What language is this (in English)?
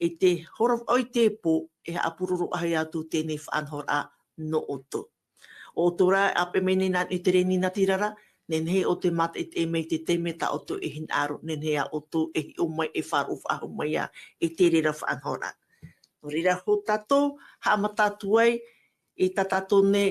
Tahitian